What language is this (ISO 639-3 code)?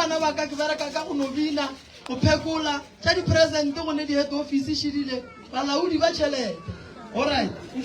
nso